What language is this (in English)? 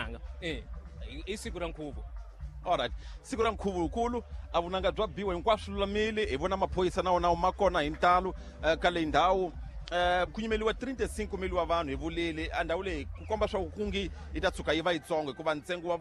Tsonga